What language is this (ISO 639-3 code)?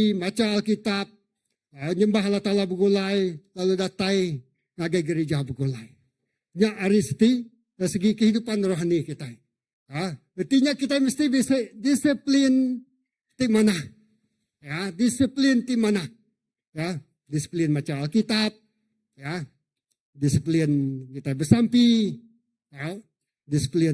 iba